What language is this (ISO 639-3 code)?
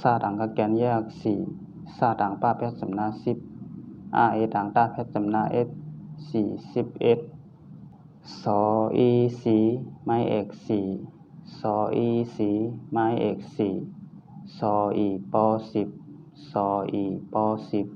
shn